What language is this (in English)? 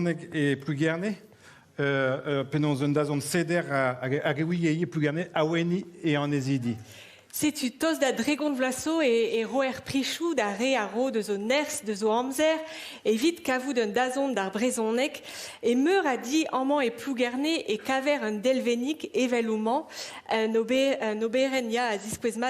Breton